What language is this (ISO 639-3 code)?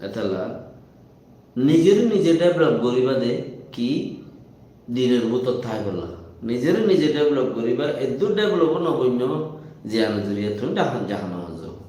rhg